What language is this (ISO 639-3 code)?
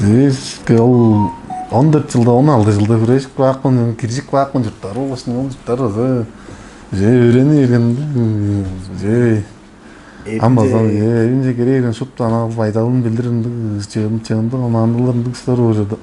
tyv